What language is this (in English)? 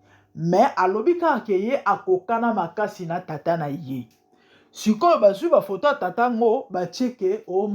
Lingala